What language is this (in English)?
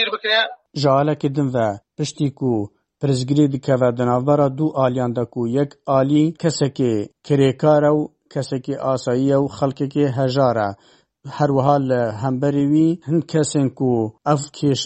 Kurdish